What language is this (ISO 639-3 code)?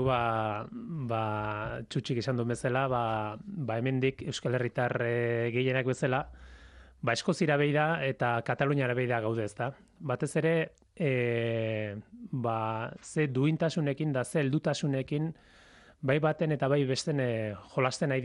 eus